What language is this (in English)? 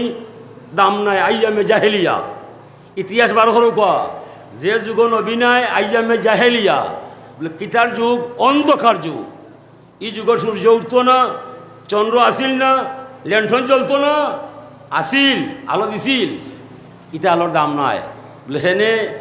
Sylheti